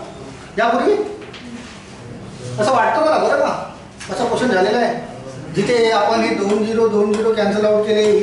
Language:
Marathi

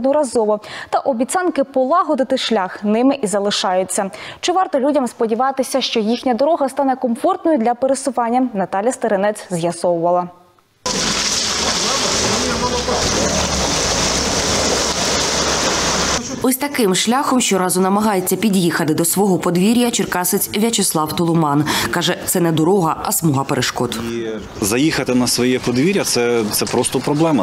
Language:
Ukrainian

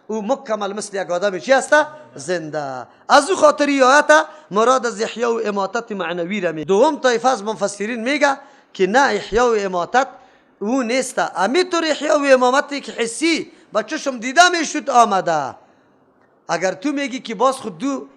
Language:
Persian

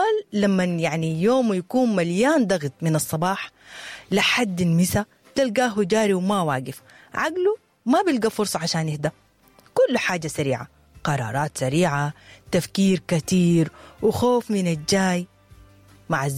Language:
Sudanese Arabic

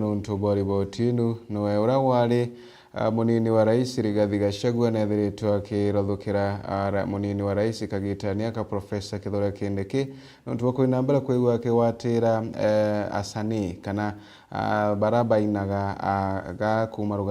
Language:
Meru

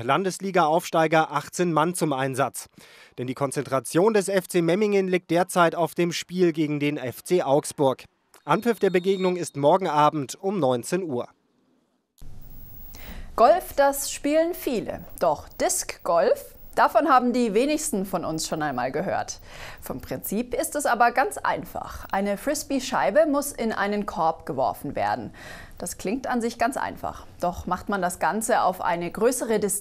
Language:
German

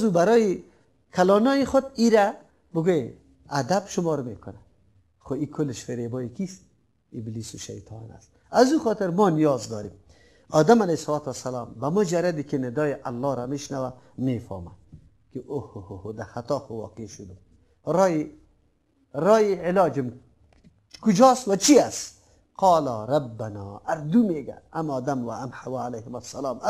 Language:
Persian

